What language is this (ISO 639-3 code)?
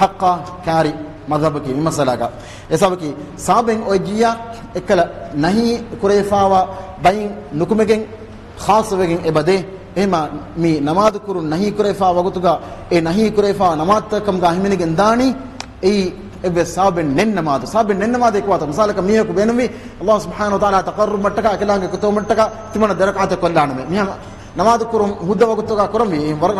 div